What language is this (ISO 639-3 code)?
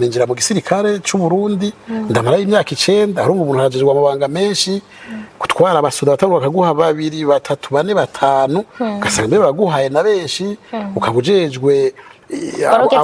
run